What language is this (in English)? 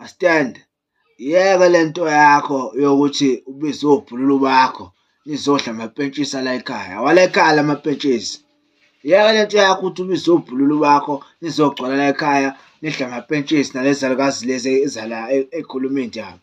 Zulu